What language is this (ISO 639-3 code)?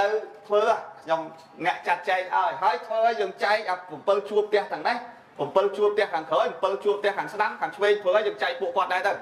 khm